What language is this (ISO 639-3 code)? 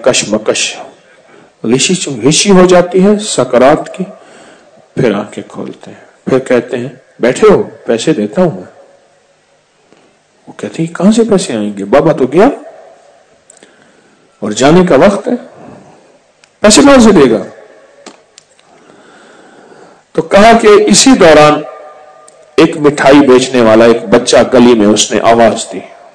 urd